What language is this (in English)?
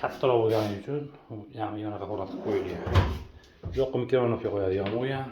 Uzbek